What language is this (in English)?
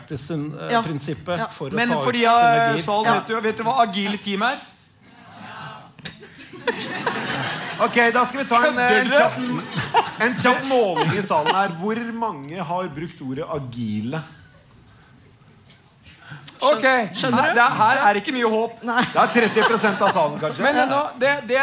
Norwegian